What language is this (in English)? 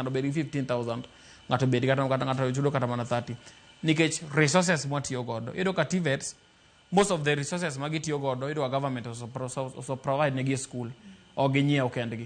Luo (Kenya and Tanzania)